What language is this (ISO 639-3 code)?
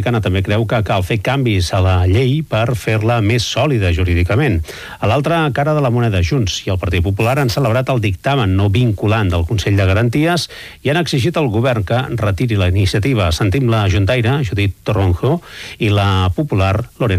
cat